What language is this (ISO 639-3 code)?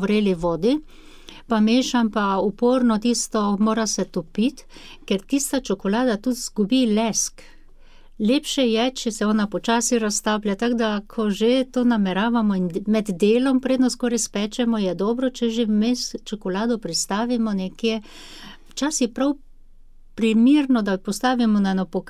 slv